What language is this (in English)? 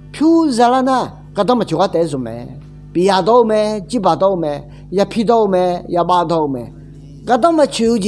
Akha